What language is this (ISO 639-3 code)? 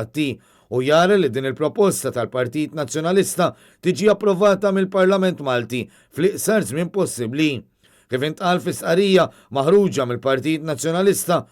mlt